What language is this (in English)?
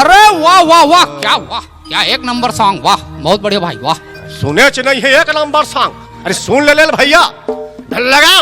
Chhattisgarhi